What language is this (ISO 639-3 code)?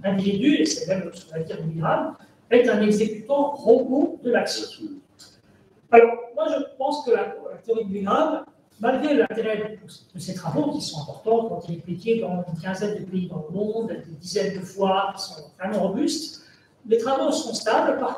fra